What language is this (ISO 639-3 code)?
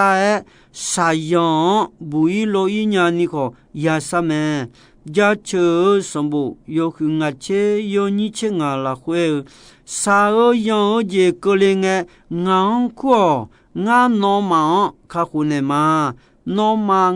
ahk